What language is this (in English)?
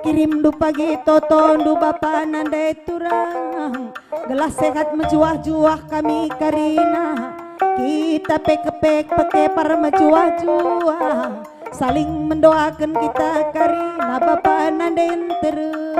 Batak Karo